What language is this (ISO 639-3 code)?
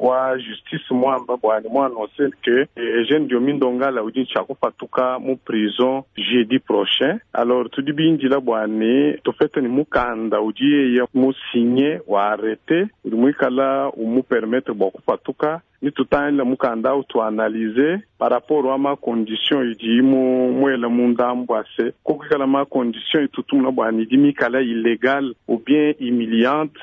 lua